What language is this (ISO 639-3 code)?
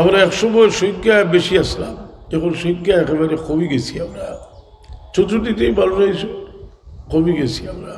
syl